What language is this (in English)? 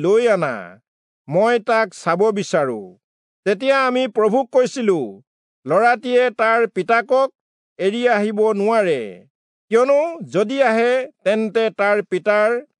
Assamese